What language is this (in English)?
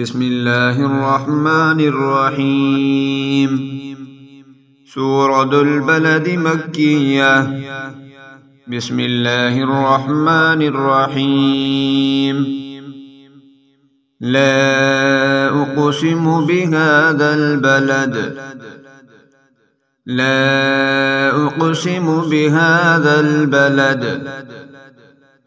Arabic